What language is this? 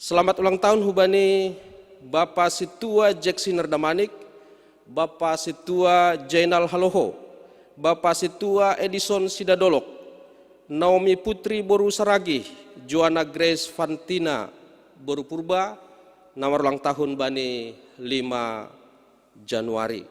Batak Simalungun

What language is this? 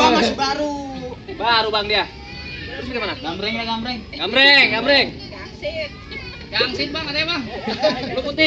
Betawi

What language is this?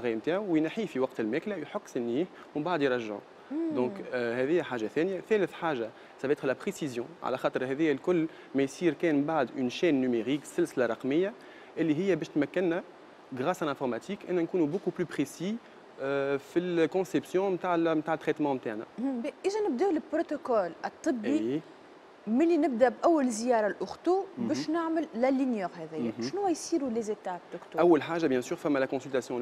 Tunisian Arabic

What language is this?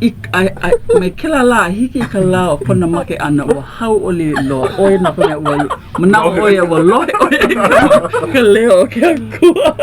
Hawaiian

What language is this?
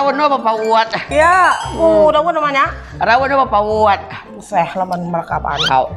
Iban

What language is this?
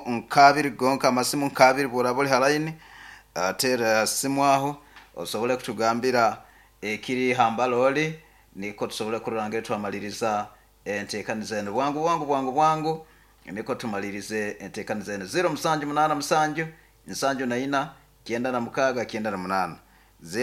Nyoro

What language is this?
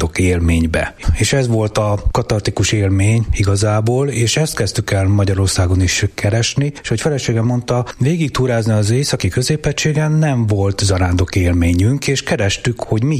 Hungarian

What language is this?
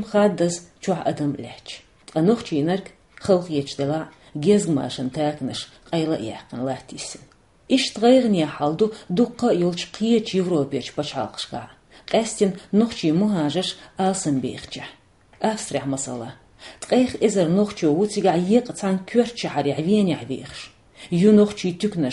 Chechen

